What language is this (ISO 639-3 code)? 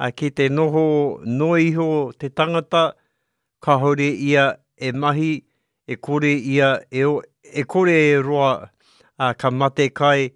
mri